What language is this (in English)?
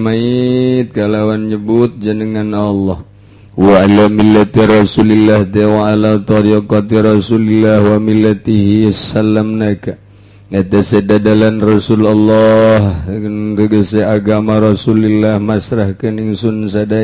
Sundanese